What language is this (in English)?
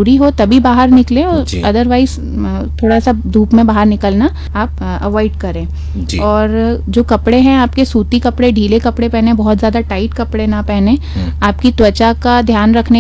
Hindi